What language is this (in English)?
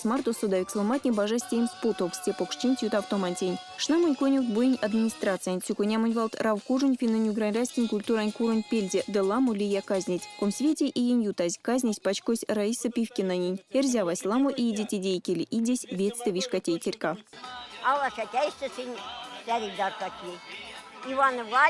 Erzya